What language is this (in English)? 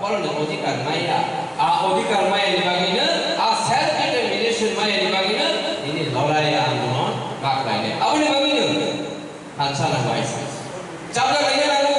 Kok Borok